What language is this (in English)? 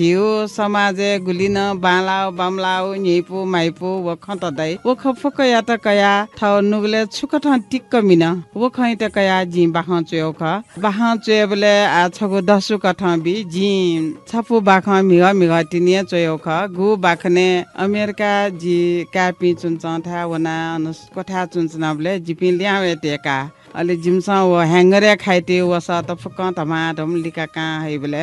Newari